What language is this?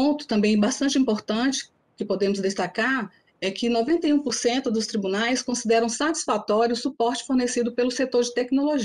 Portuguese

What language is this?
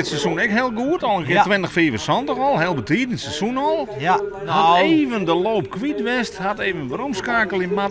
Western Frisian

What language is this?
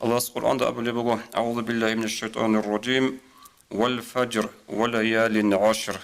Avaric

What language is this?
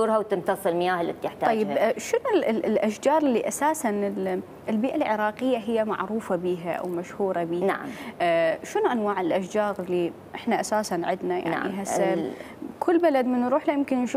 Mesopotamian Arabic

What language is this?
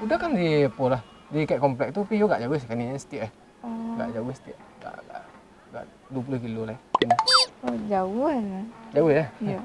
Minangkabau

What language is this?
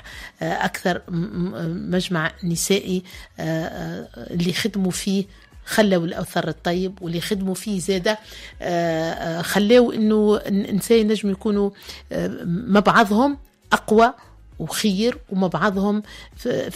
Tunisian Arabic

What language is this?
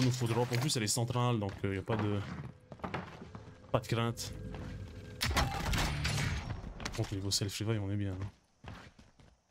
French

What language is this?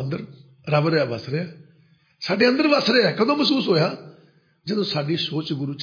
Punjabi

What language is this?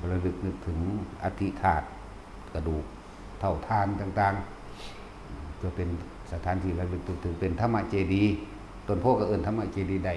Lao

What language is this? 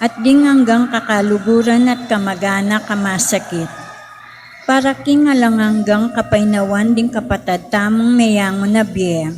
Pampanga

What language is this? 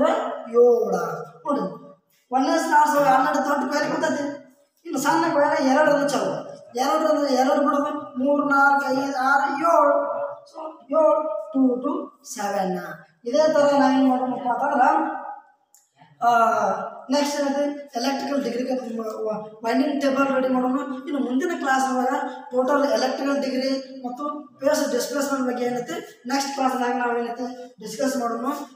Kannada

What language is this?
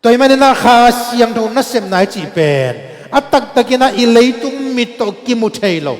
Tedim Chin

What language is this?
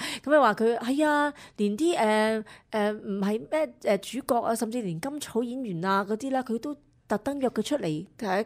Cantonese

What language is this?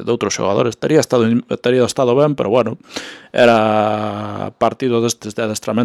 Galician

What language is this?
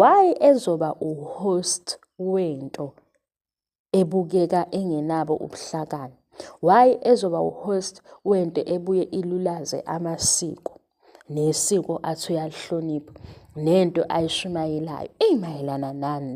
Zulu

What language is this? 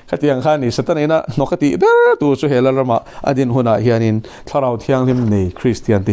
Mizo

